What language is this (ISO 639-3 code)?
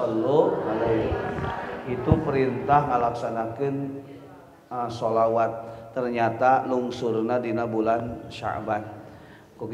sun